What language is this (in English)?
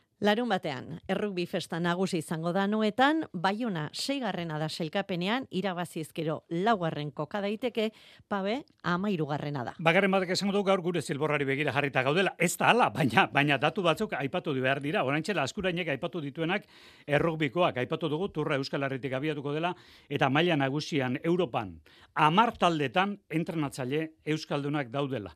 Basque